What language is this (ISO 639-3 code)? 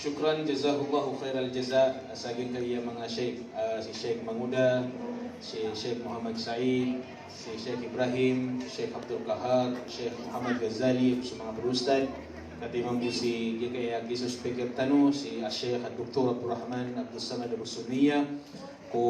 mrw